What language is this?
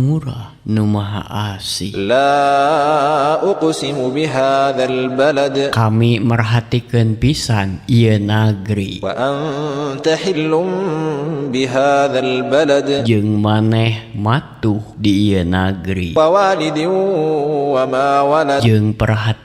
Sundanese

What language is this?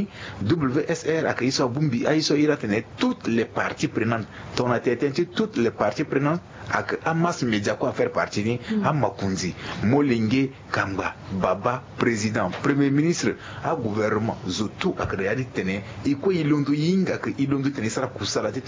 Sango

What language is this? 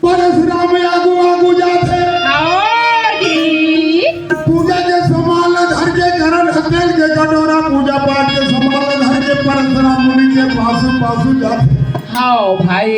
Chhattisgarhi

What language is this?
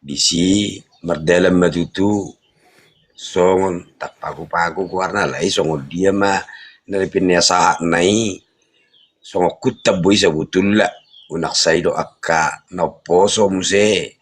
Batak Toba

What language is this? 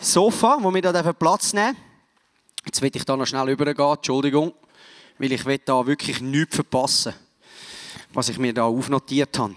Swiss German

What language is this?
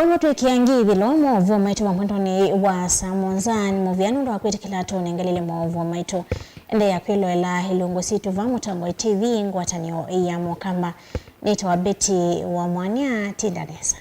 Kamba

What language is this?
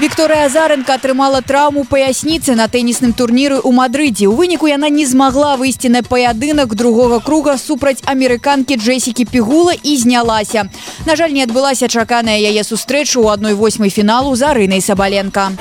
Belarusian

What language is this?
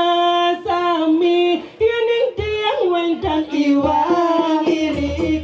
Balinese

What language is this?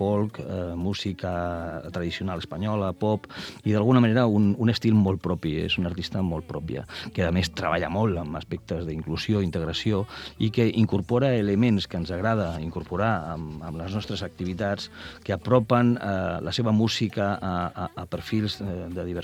Catalan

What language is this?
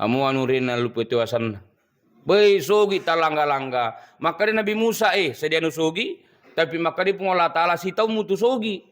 Buginese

